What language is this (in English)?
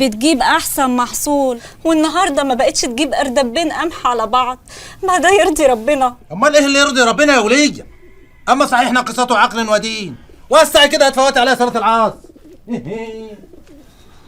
Egyptian Arabic